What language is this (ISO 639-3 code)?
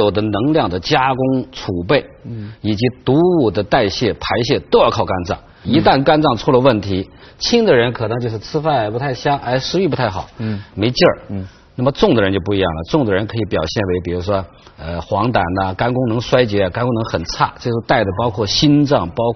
zho